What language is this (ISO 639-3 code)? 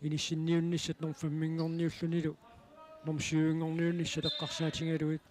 kal